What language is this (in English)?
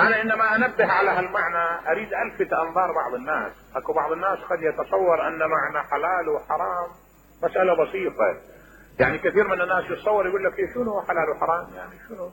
Mesopotamian Arabic